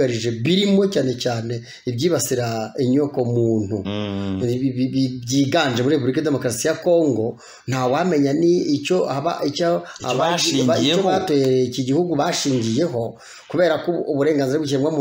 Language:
Kinyarwanda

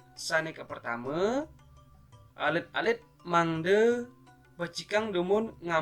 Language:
Balinese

